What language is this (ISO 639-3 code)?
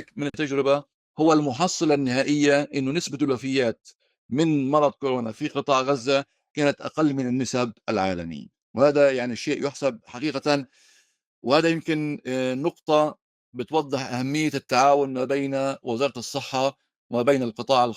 apc